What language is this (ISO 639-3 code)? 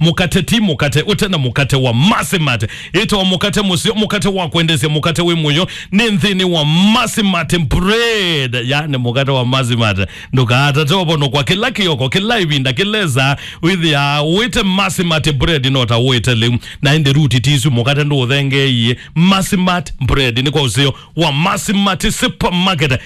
kam